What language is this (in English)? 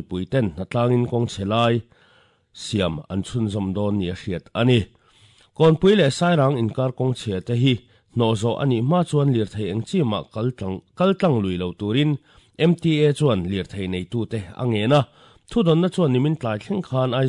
Mizo